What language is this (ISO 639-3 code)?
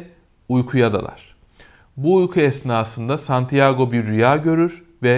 tur